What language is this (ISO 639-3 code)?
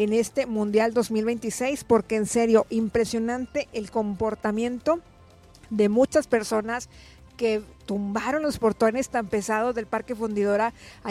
spa